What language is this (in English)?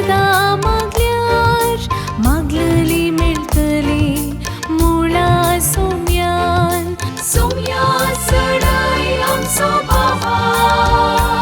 Konkani